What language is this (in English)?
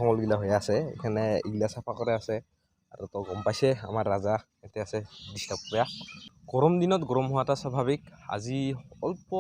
Assamese